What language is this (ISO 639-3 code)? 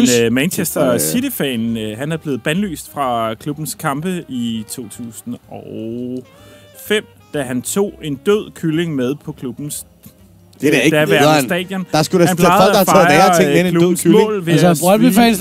dan